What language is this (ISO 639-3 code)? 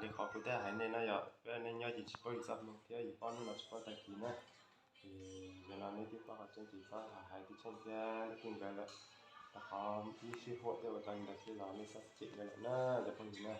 hmn